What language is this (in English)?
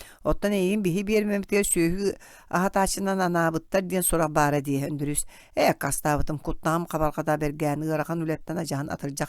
Yakut